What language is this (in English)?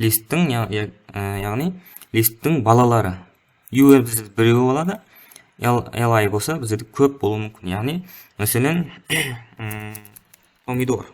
Kara-Kalpak